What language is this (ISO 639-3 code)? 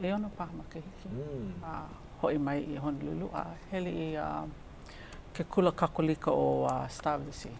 haw